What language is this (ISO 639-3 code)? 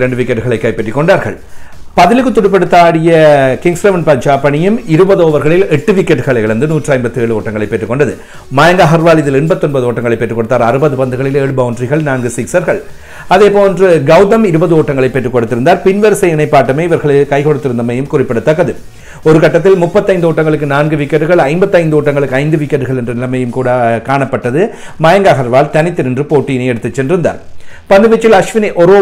tam